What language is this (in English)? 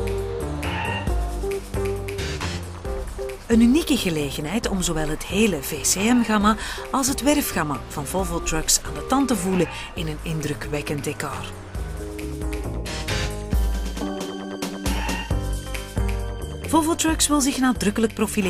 Dutch